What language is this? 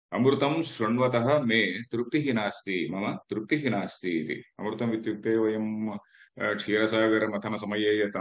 Sanskrit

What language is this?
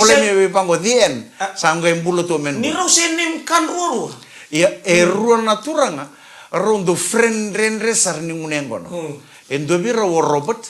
Fijian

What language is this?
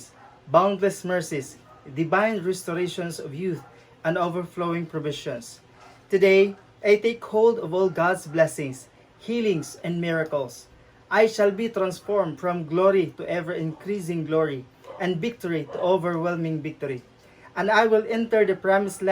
Cebuano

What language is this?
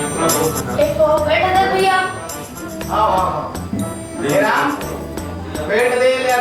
Chhattisgarhi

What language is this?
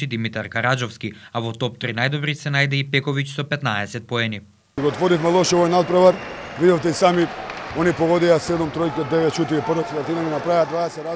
Macedonian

